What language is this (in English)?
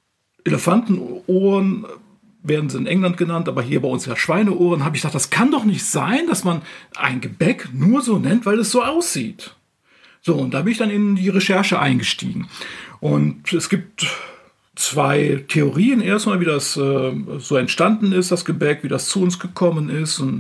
German